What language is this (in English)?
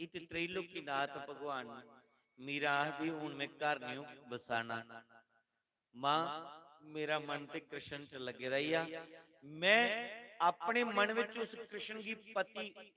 Dogri